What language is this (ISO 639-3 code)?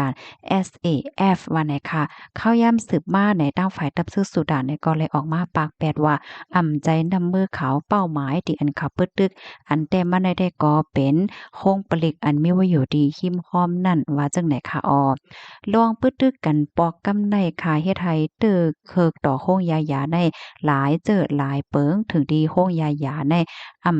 shn